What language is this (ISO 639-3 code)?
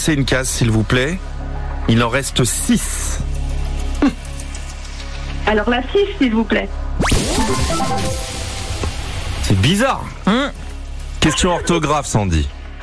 fra